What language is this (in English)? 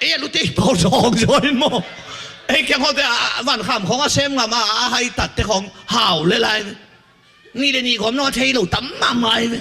Tedim Chin